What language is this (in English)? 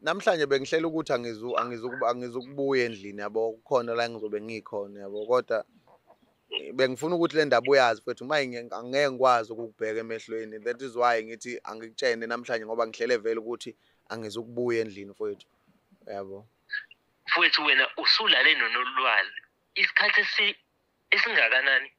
Zulu